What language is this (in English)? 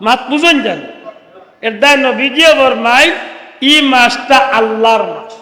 Sylheti